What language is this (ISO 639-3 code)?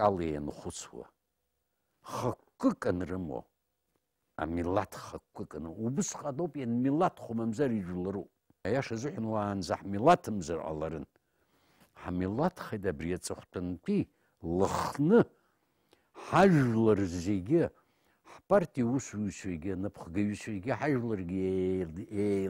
abk